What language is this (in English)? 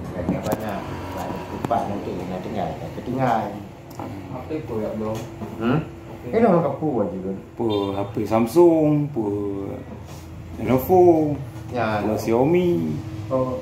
Achinese